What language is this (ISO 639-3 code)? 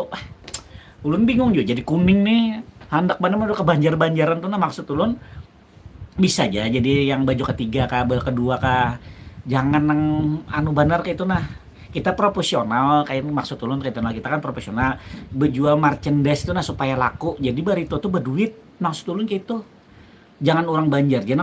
bjn